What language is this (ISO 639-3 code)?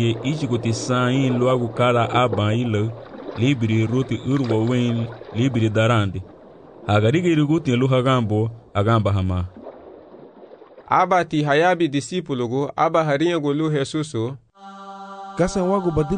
cab